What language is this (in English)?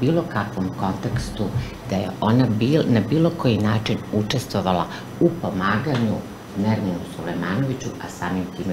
Bosnian